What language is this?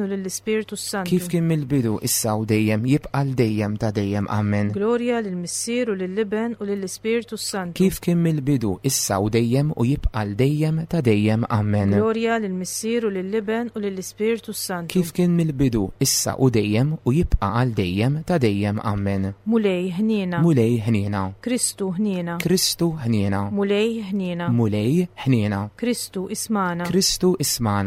Maltese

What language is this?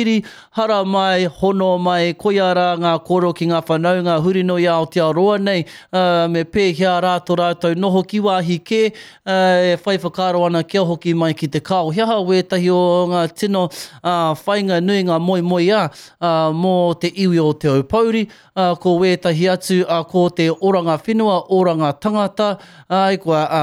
Māori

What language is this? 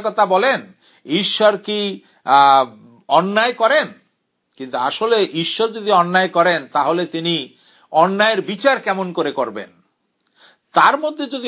Bangla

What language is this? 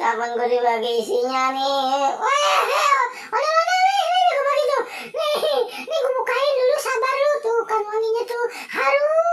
Betawi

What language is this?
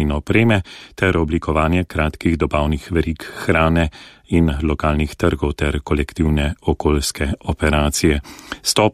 Slovenian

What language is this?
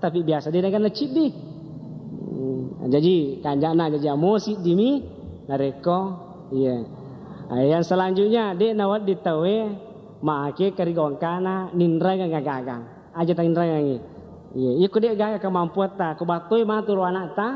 Buginese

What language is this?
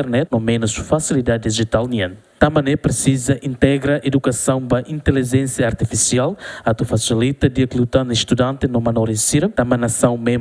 Tetum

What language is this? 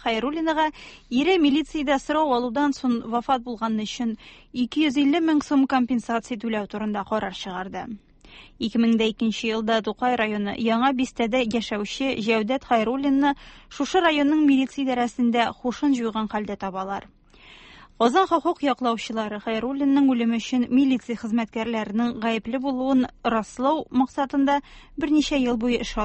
Tatar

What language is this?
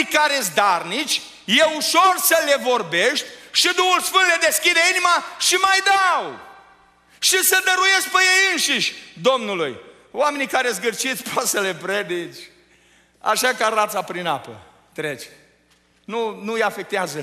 Romanian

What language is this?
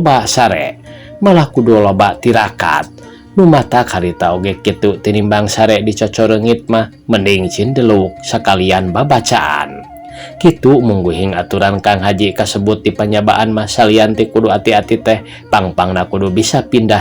Sundanese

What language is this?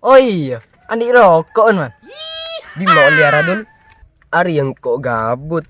Madurese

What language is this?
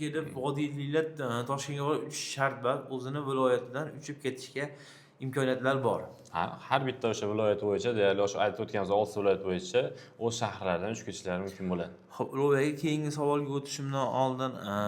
Uzbek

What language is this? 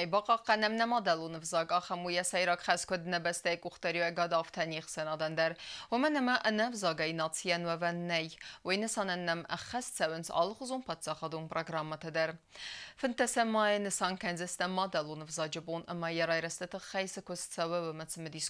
Ossetic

